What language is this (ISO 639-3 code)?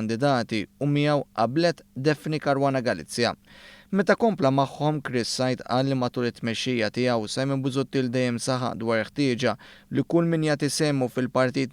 mlt